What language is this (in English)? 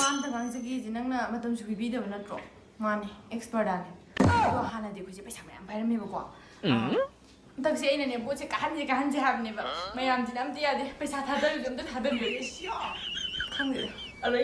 Manipuri